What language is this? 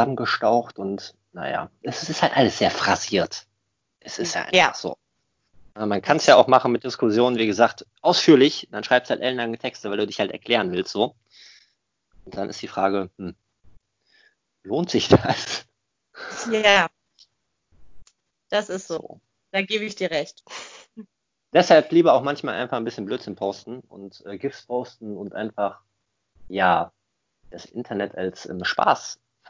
German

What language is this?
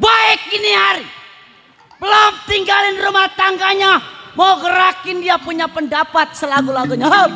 Betawi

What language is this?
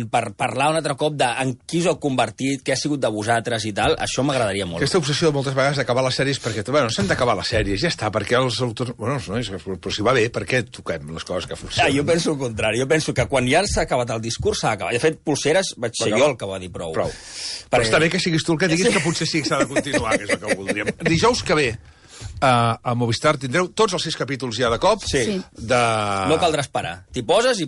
Catalan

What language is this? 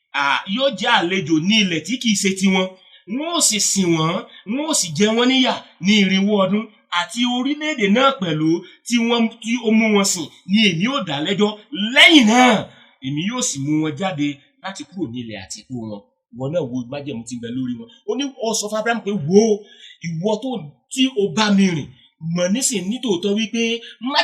Yoruba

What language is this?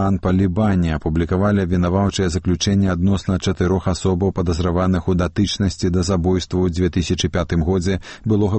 Belarusian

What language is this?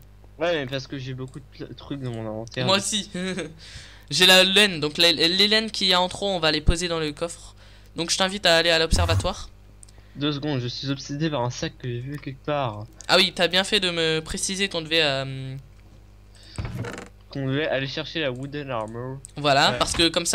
French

